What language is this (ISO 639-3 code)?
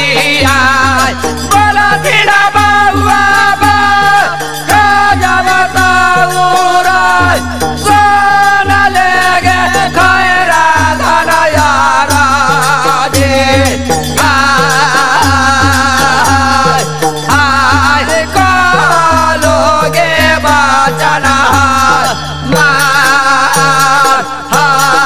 bho